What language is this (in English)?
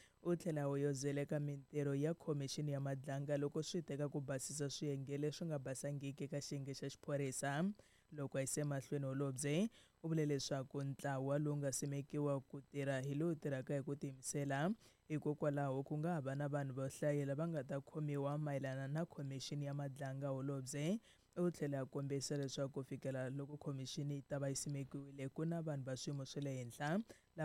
Tsonga